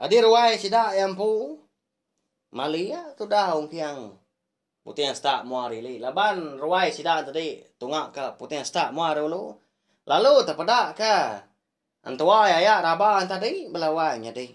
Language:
Iban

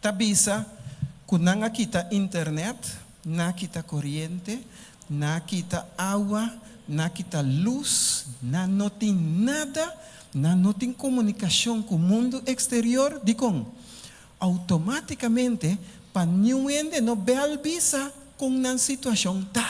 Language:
Papiamento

